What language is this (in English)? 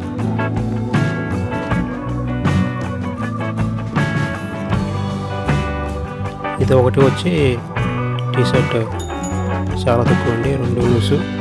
Telugu